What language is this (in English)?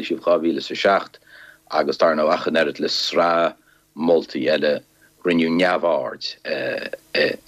Irish